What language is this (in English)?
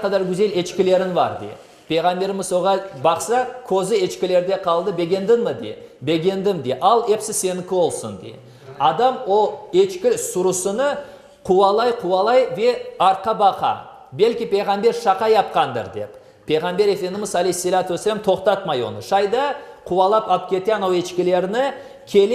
Crimean Tatar